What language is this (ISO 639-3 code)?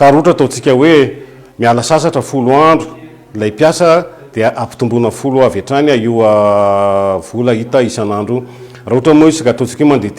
mlg